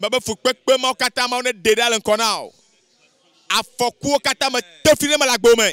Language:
Ewe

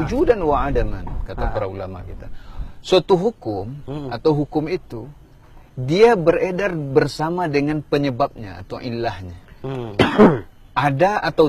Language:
Minangkabau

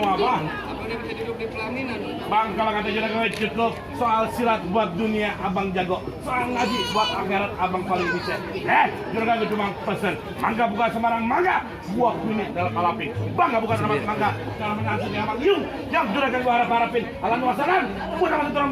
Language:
Betawi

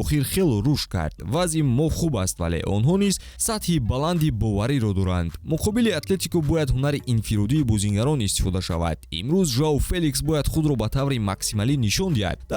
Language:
Tajik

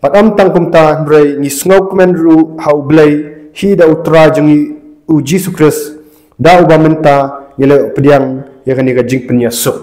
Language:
Khasi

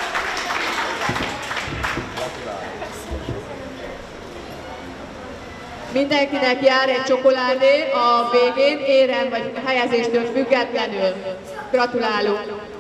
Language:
Hungarian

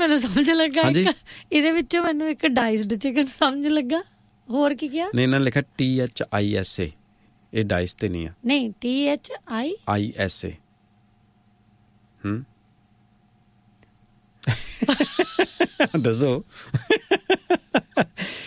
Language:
Punjabi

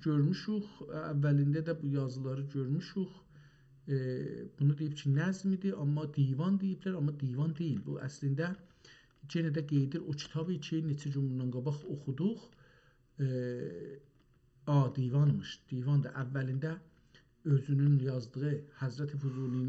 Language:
South Azerbaijani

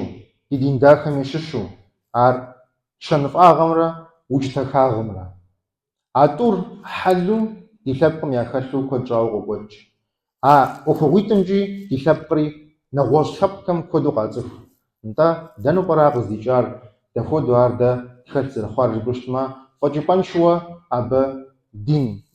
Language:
Kabardian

